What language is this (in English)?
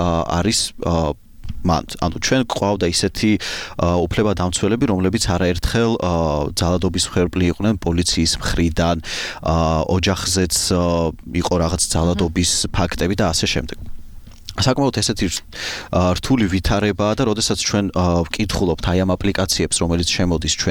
Georgian